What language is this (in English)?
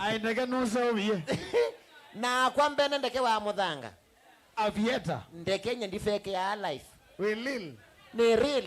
Kamba